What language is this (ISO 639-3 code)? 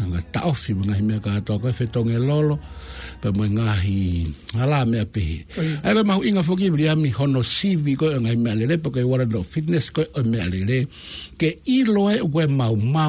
ton